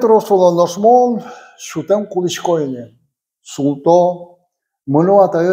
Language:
Udmurt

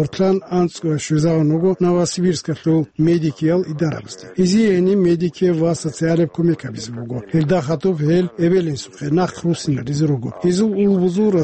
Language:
Avaric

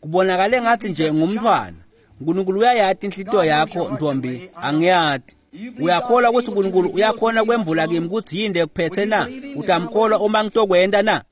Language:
Swati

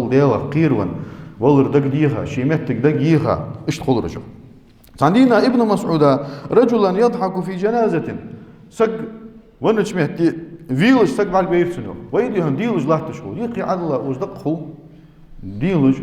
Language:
Ingush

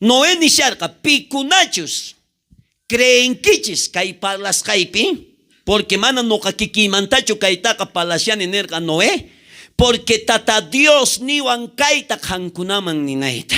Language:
South Bolivian Quechua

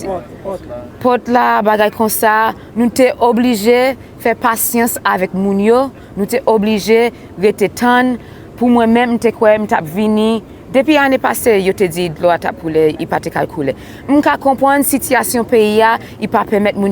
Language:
Haitian Creole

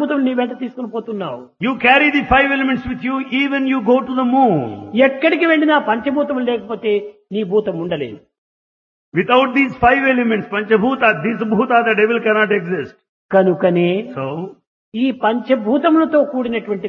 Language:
Telugu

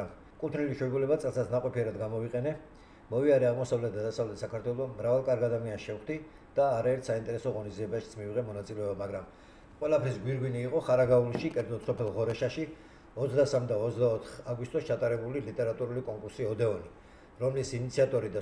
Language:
Georgian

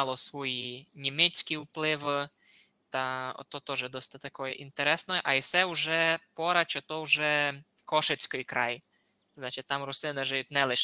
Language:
Rusyn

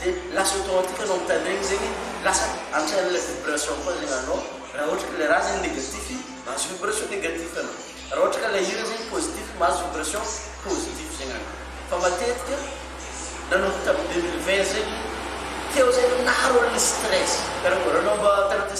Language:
Malagasy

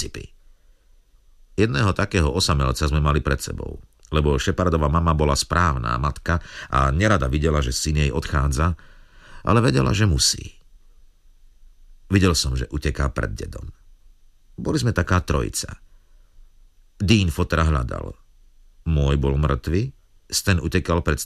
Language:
Slovak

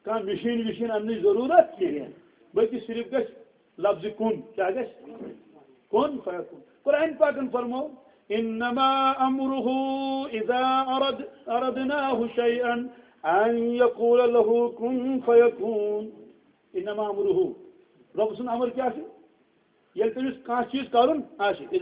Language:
Kashmiri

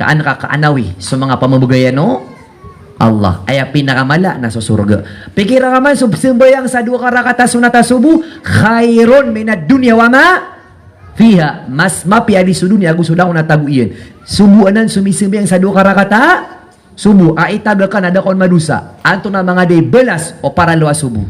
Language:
Maranao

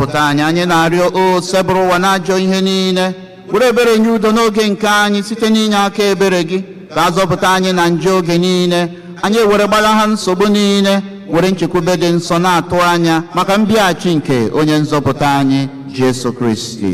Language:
Igbo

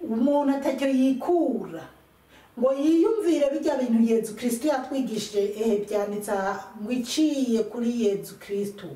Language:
Rundi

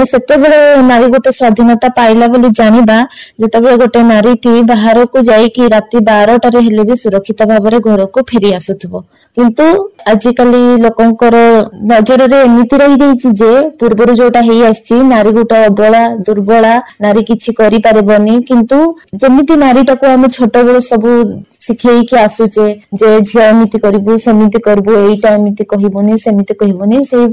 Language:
Odia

